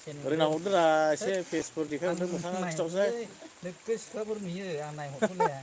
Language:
Bodo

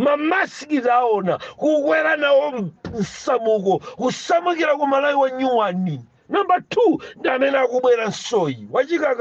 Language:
Nyanja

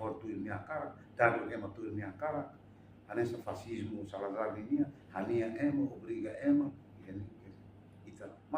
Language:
Tetum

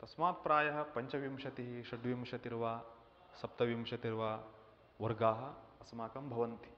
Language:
Sanskrit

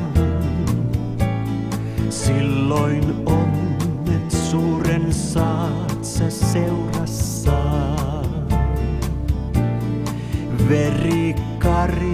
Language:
Finnish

